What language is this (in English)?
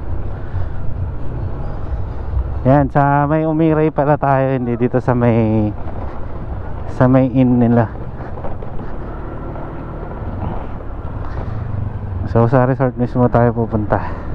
Filipino